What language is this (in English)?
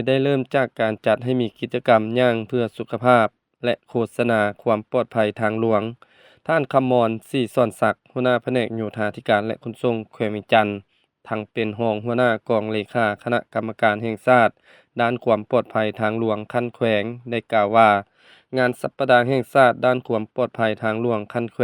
Lao